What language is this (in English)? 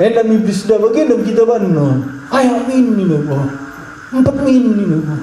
Batak Karo